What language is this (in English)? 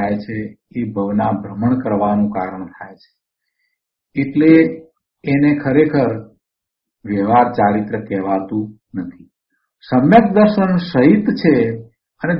Gujarati